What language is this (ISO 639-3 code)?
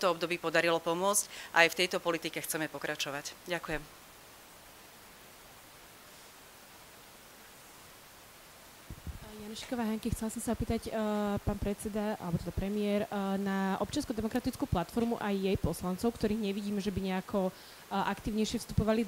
slk